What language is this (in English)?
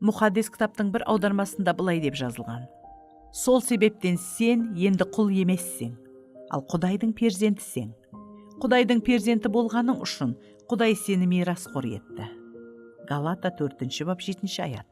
Kara-Kalpak